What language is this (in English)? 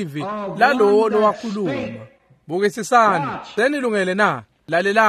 Swati